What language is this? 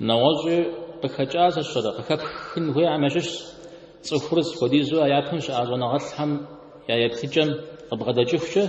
Kabardian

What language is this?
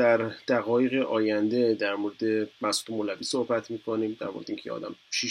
Persian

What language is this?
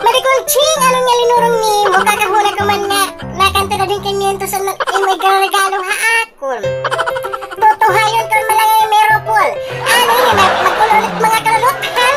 Waray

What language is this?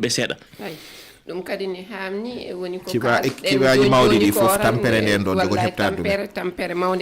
Fula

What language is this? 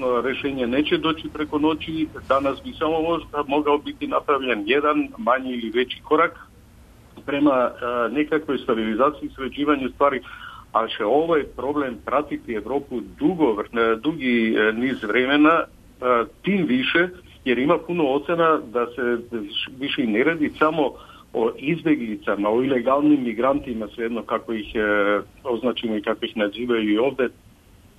Serbian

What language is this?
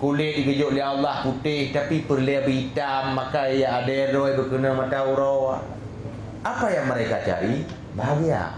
Achinese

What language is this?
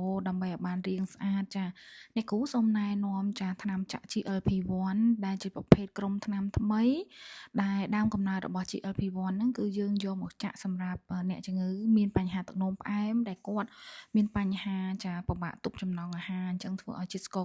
Khmer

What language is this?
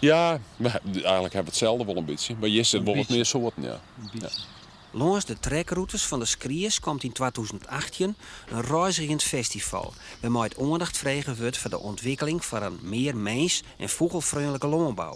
Western Frisian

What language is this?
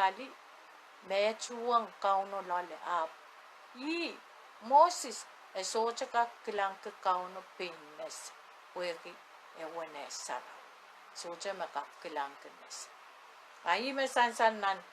Pohnpeian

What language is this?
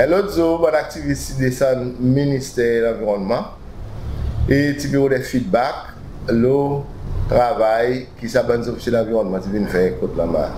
Seselwa Creole French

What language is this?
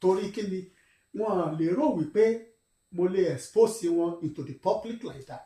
Yoruba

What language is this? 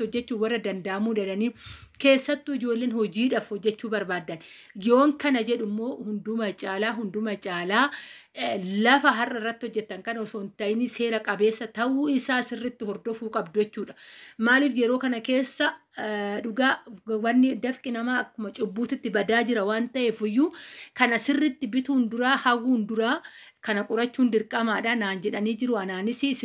Oromo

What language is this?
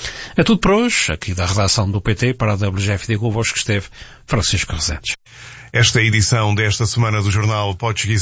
Portuguese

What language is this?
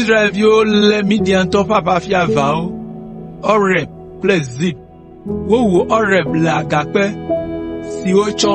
Ewe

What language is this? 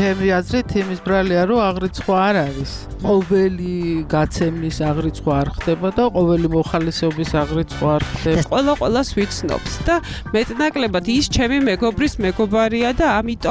Georgian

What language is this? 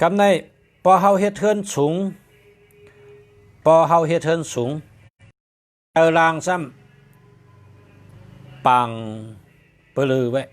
Shan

